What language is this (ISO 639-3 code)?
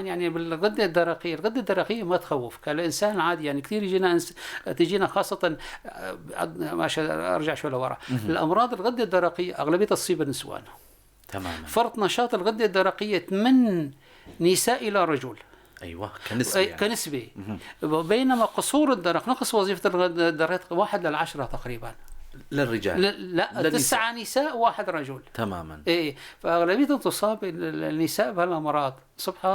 apc